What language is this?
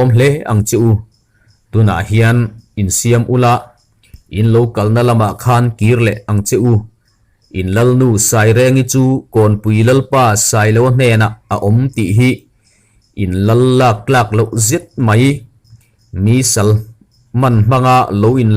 Mizo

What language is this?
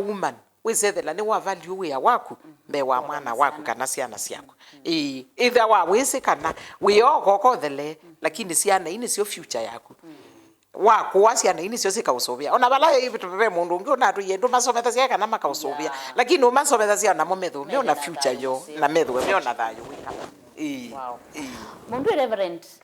Kamba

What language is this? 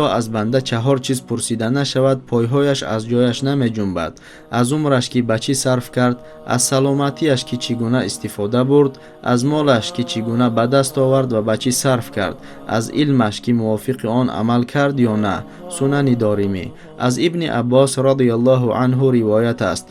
Tajik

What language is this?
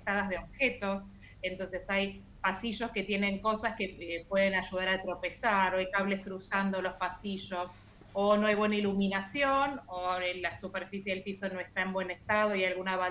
Spanish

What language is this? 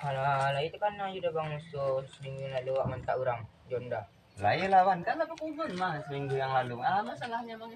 Minangkabau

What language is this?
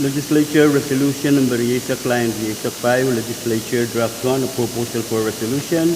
Pohnpeian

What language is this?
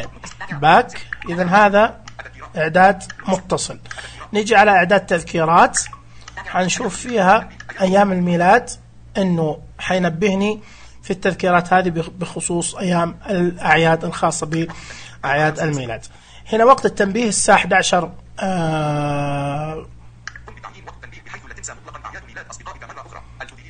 Najdi Arabic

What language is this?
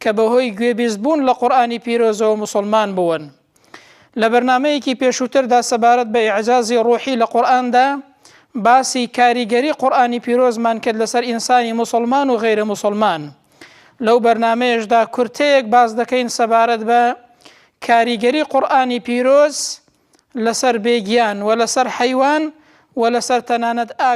Central Kurdish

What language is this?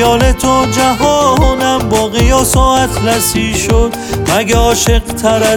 Persian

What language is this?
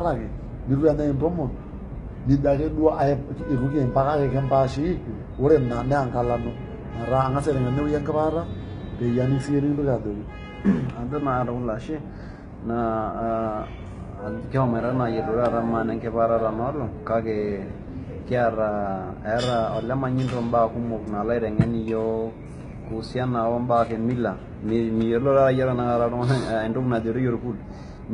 Masai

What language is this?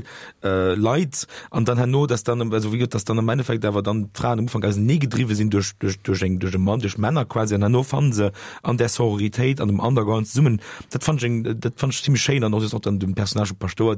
Luxembourgish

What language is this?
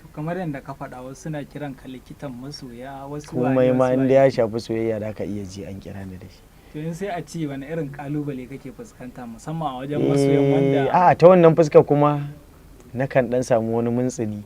Hausa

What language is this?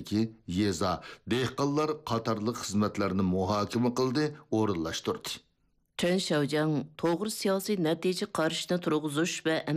Uyghur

